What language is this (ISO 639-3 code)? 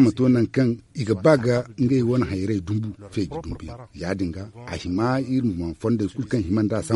dje